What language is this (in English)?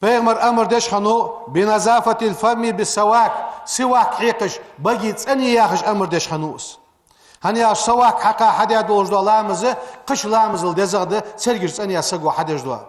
Ingush